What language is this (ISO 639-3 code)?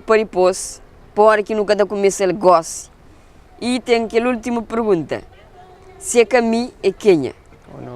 kea